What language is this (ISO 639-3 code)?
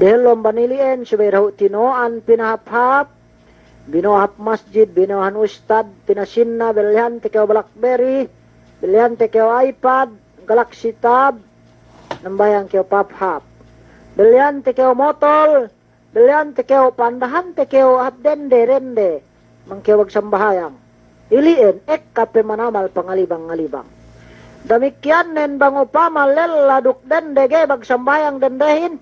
yka